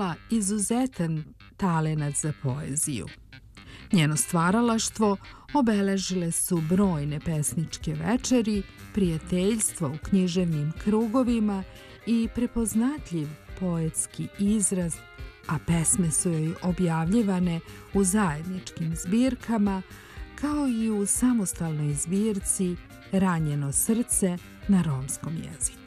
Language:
Serbian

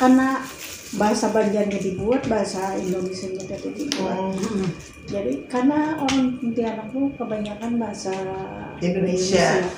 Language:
Banjar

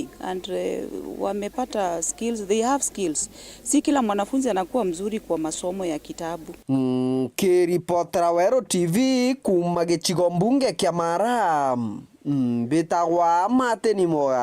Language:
Meru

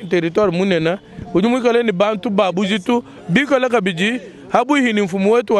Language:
Luba-Lulua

